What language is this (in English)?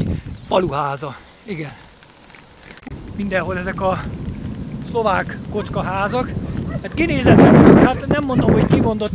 Hungarian